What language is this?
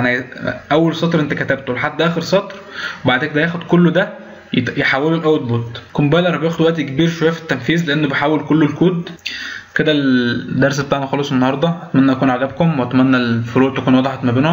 Egyptian Arabic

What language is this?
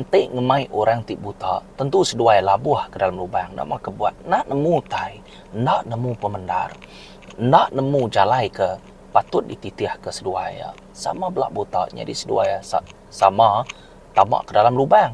Iban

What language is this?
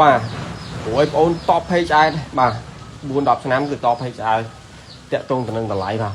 Khmer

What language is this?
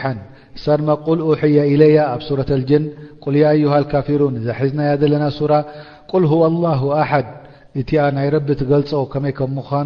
Tigrinya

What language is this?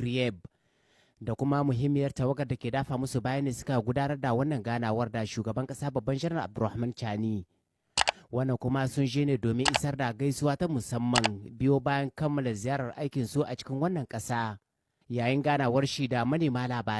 Hausa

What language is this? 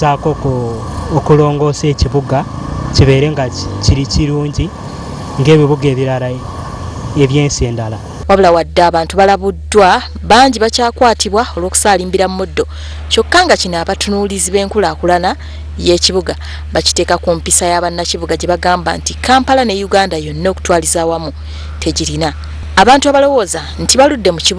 Ganda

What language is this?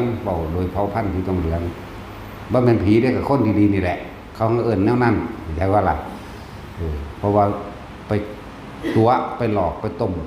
Northeastern Thai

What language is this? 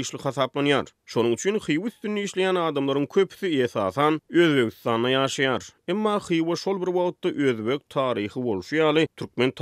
Turkmen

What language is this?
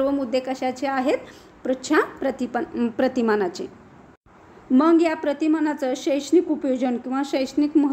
Marathi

